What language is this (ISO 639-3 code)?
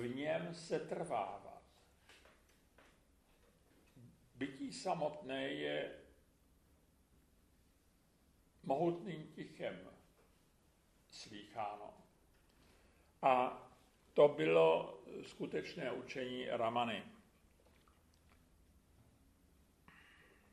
ces